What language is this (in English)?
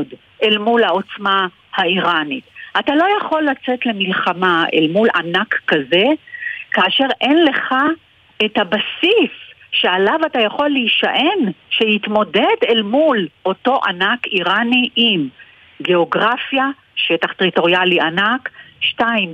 Hebrew